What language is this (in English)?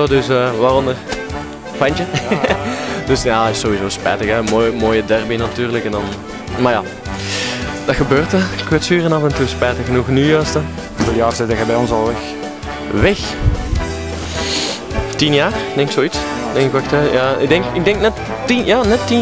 Dutch